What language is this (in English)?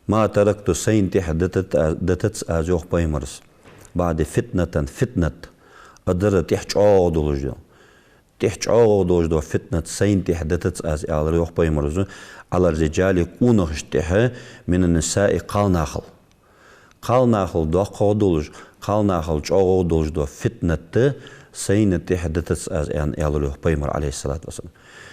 Ingush